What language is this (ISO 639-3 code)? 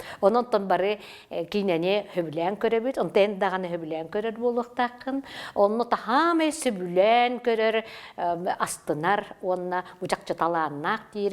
sah